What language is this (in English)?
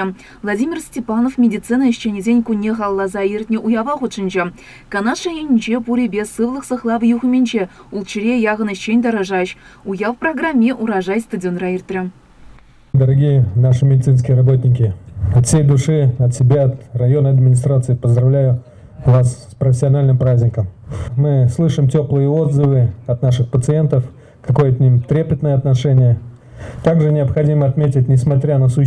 Chuvash